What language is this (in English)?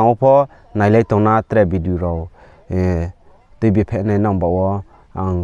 Riang (India)